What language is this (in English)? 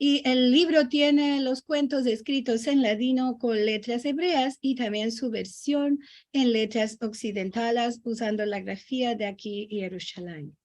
Ladino